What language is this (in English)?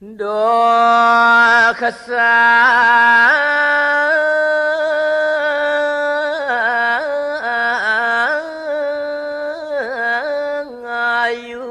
Balinese